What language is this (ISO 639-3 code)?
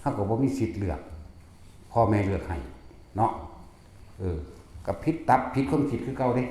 tts